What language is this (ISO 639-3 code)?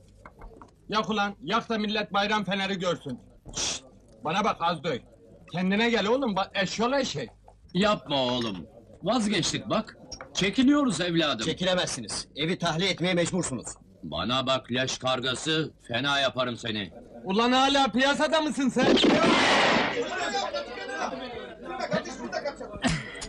tur